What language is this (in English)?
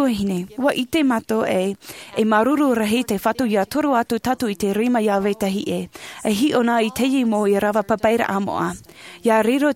Tahitian